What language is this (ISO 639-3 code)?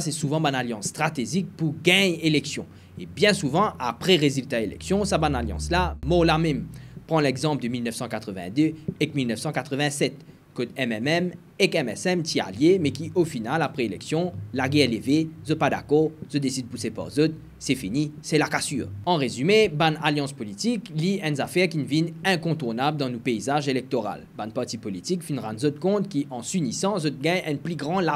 mfe